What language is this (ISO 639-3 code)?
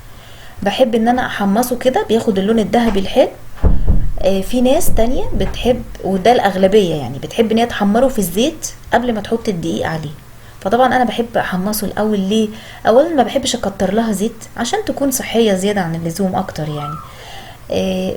arz